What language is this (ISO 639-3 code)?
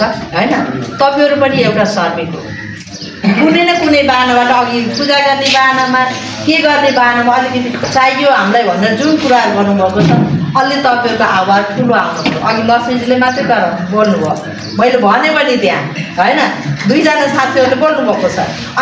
nep